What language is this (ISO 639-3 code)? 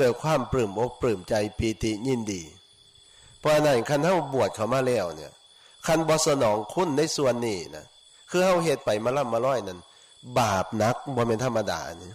tts